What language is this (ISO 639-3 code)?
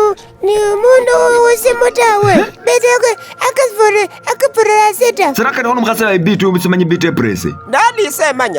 myx